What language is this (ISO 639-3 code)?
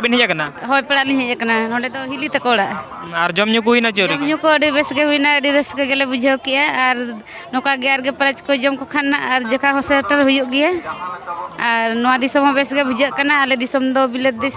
sat